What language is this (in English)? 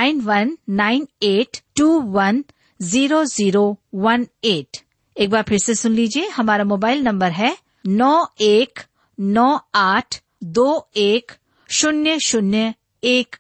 Hindi